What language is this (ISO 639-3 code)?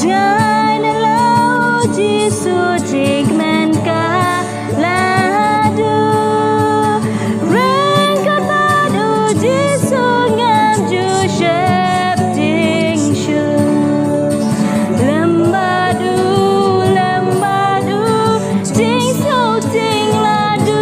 kha